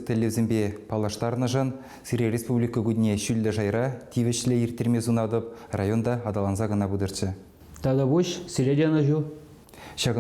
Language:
Chuvash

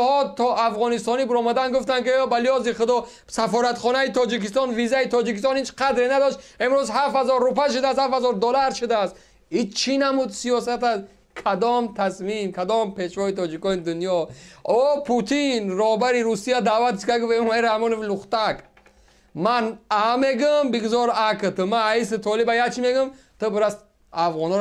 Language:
Tajik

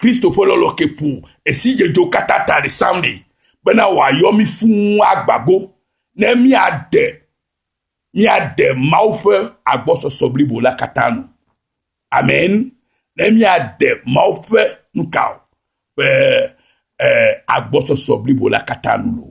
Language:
Ewe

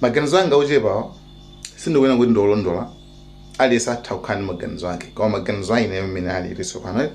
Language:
Nyanja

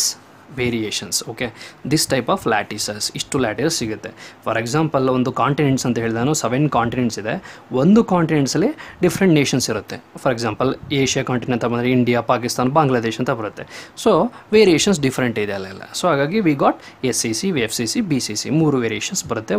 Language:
Kannada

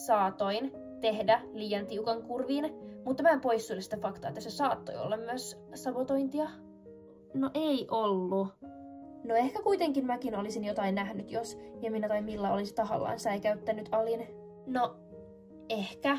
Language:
Finnish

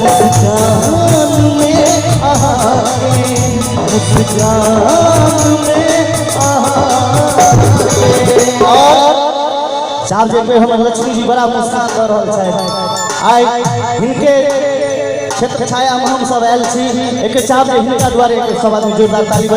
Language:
Maithili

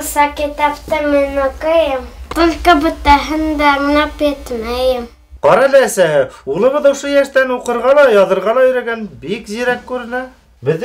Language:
Bashkir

